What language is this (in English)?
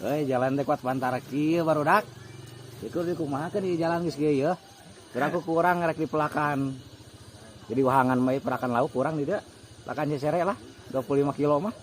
Sundanese